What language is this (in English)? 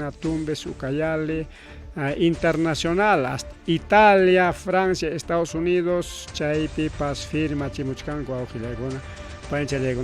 Ayacucho Quechua